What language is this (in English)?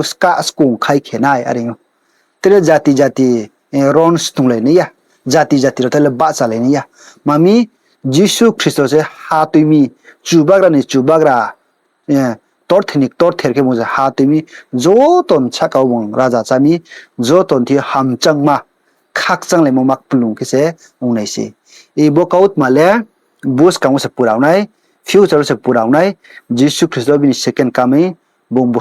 Riang (India)